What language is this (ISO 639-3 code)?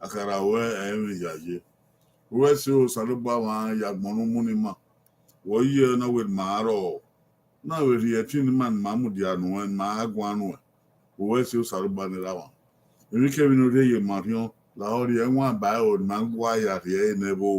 bin